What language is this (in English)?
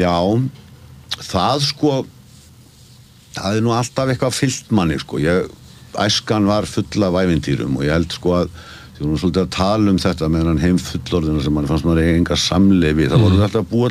Icelandic